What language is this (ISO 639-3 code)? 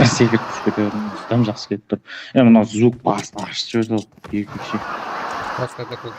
kaa